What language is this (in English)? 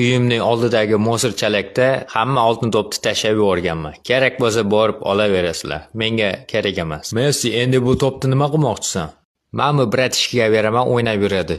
Uzbek